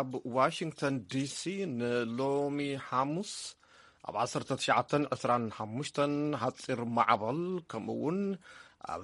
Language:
Tigrinya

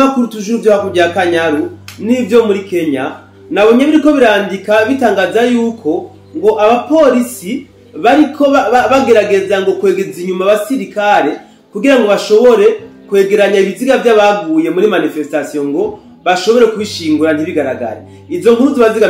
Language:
Rundi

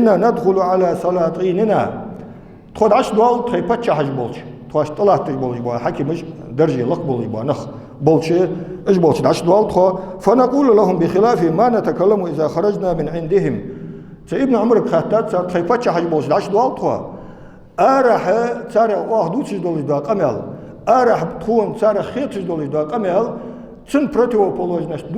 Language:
Ingush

